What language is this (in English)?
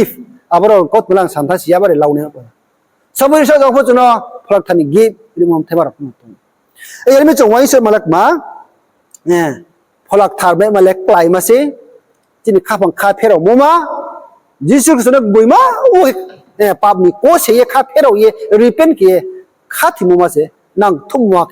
Riang (India)